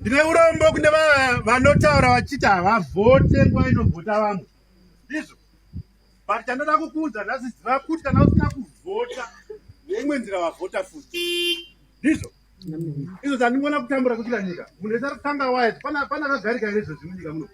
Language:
Shona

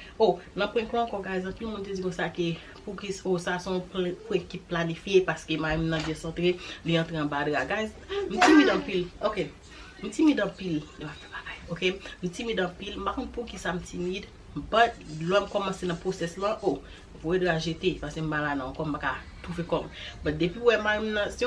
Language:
Haitian Creole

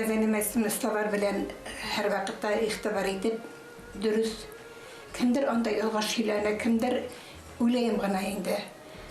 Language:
Bashkir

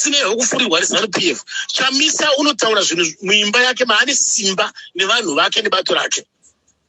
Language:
Shona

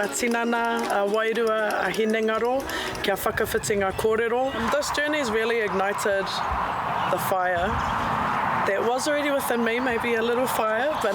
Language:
Māori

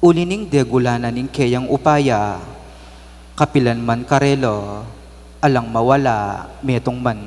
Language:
Pampanga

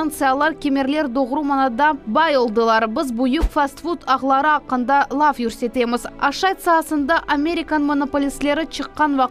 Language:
Crimean Tatar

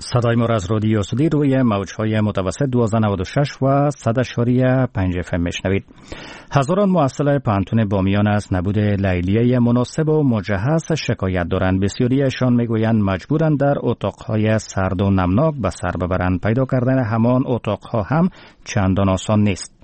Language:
Persian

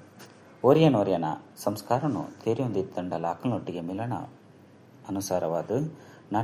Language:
Tulu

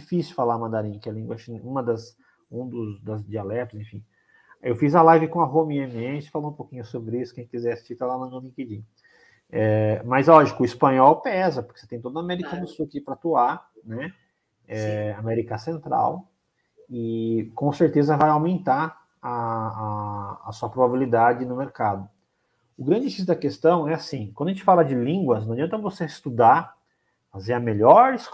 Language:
Portuguese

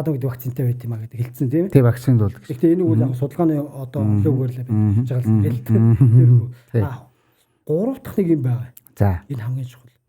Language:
Mongolian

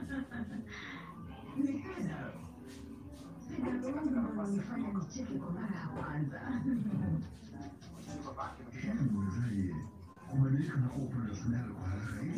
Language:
Swahili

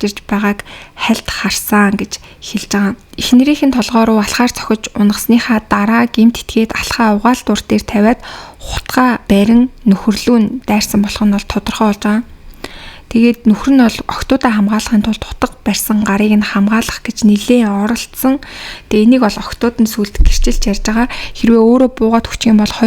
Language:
Mongolian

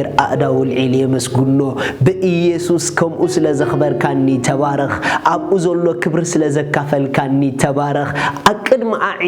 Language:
Tigrinya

